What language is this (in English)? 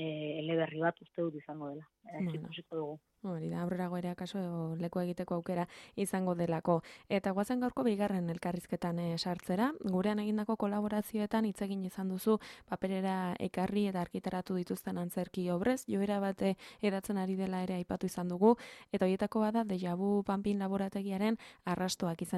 Basque